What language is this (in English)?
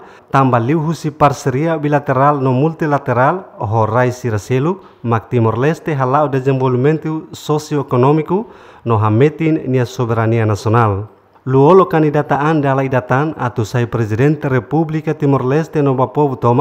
Tetum